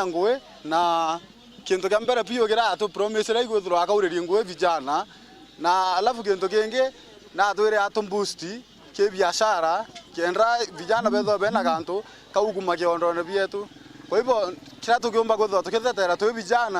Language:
Meru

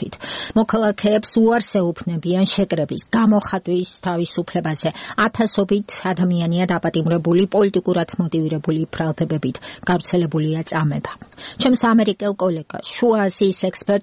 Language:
Georgian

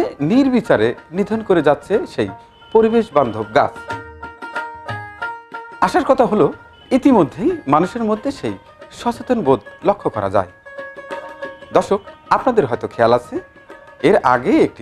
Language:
Bangla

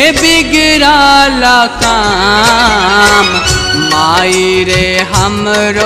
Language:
Bhojpuri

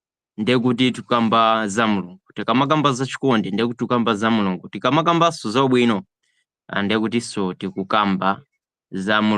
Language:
Nyanja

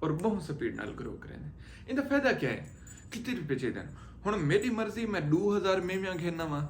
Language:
Saraiki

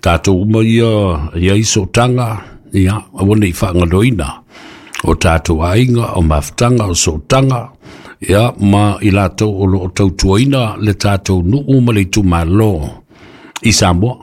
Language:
Samoan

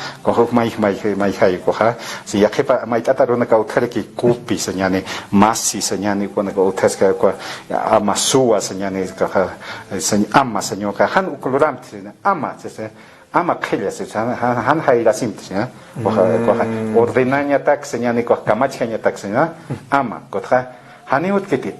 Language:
Aymara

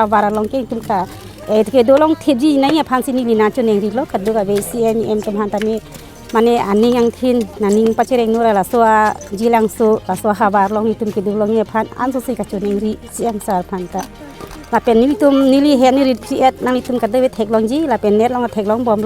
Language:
Karbi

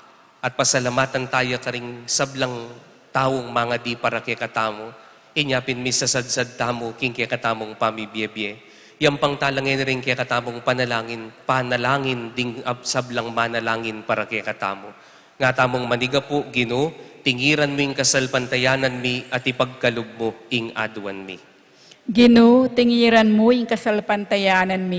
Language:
Pampanga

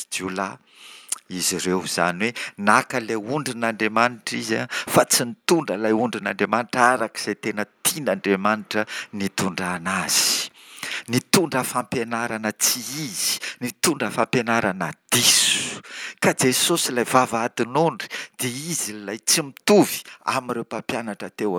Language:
Malagasy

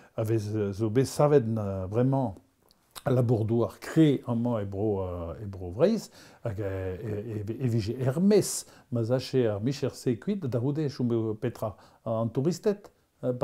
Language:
Breton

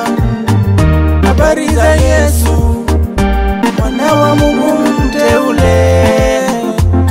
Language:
Swahili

